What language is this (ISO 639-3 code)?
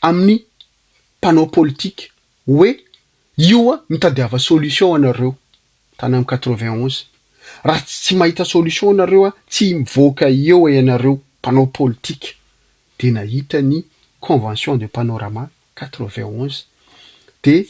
mlg